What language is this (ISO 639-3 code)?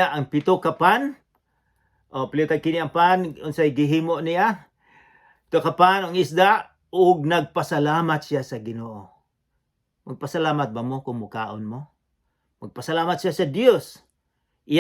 ceb